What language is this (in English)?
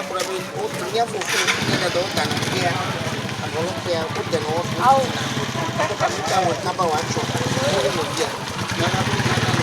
Ewe